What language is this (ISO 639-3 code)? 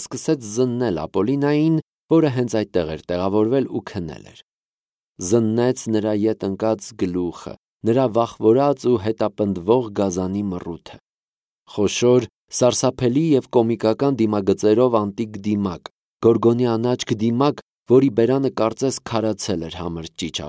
hye